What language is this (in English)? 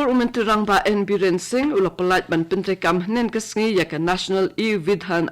Khasi